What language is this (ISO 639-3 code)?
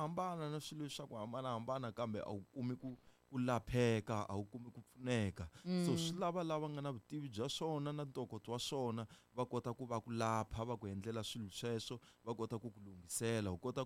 tso